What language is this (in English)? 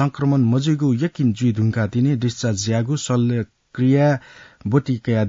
Newari